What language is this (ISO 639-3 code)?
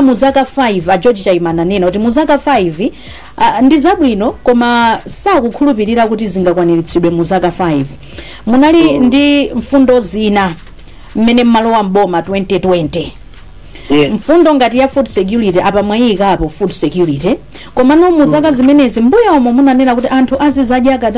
nya